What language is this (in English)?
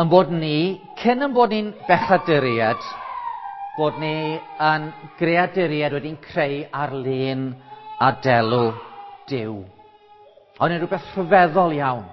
Welsh